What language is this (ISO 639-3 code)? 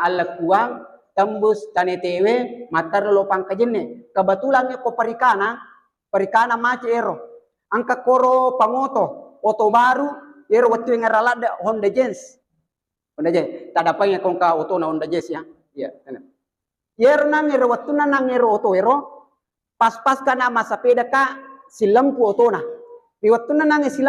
bug